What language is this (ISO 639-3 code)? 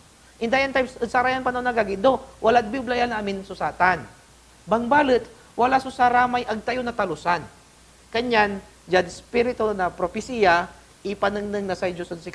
pag